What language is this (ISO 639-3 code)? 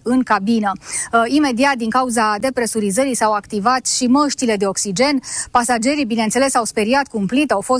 ron